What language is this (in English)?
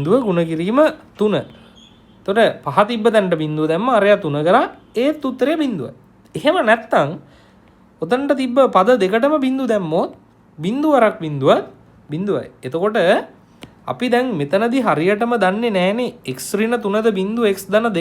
Sinhala